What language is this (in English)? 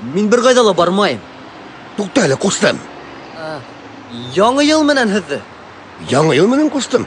Bashkir